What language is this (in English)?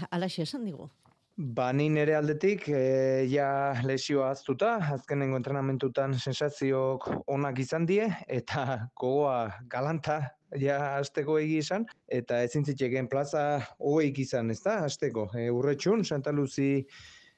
Basque